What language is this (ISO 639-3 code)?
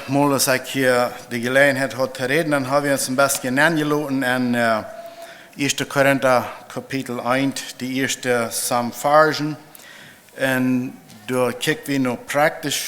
pdt